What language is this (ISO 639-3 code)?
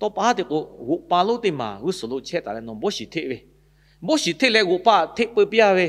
lhu